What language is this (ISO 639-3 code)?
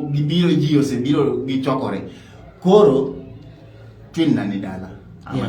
luo